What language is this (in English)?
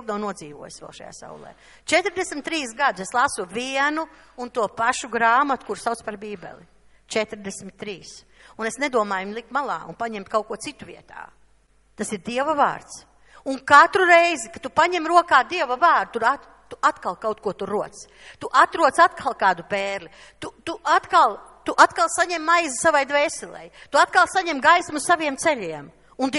Latvian